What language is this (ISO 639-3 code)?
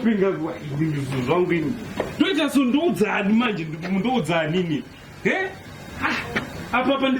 sna